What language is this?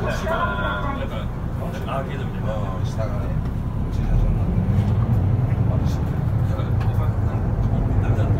Japanese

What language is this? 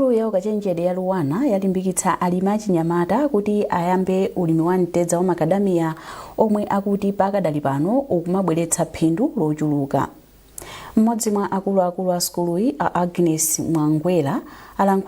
Nyanja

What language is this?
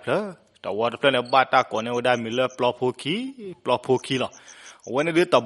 S'gaw Karen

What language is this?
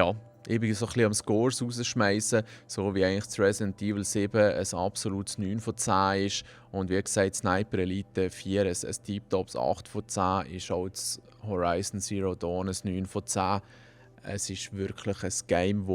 Swiss German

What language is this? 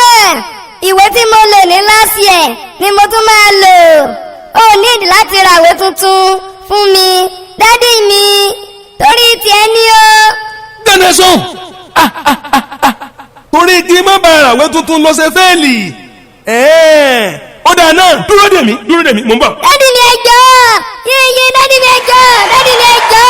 Yoruba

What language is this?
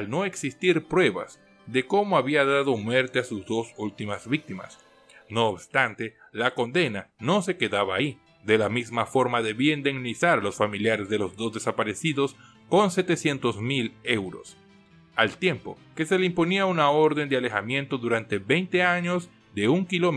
Spanish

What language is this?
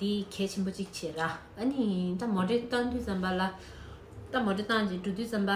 Tibetan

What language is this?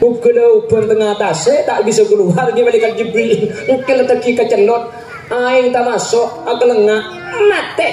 Madurese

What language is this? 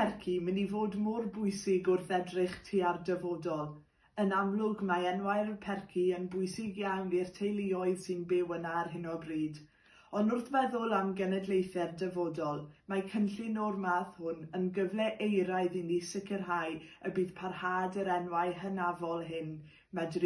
Welsh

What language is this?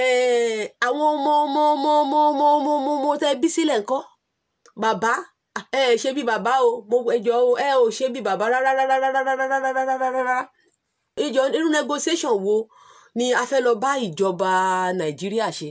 Yoruba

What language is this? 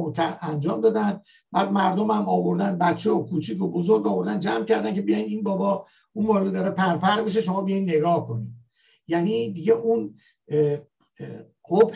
Persian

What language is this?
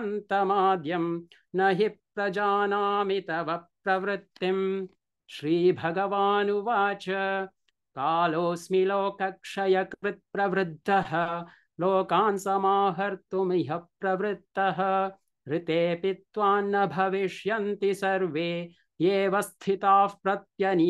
Sanskrit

